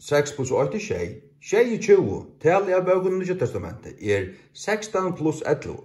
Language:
Faroese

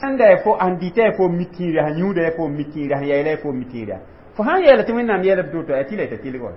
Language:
Mossi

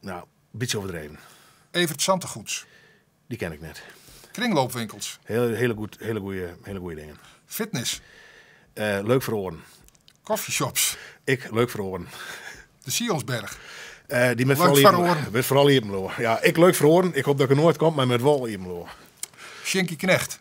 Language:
Western Frisian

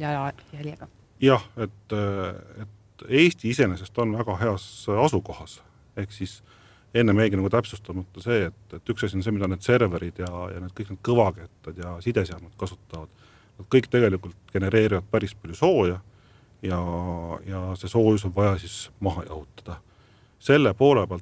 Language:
Estonian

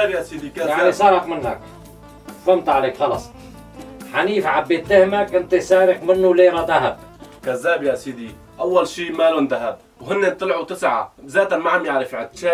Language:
North Levantine Arabic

